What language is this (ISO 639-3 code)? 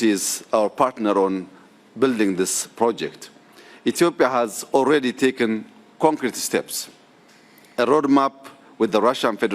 eng